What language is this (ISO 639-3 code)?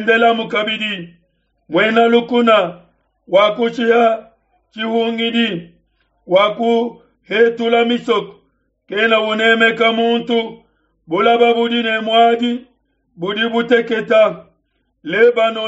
lua